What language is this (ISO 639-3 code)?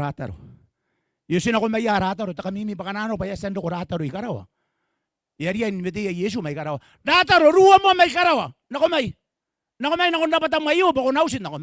gil